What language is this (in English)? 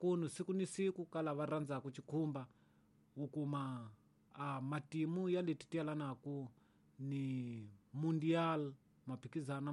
Tsonga